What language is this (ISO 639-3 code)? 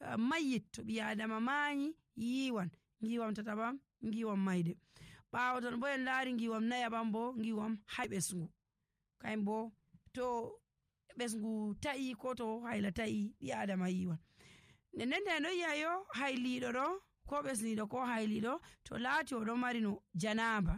fuv